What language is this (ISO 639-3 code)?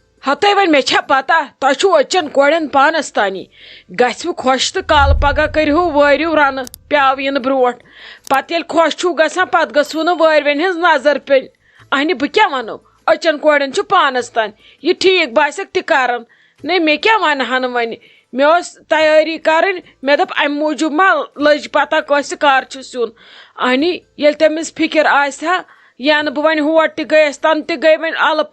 kas